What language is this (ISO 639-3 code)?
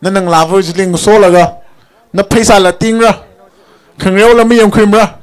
nmf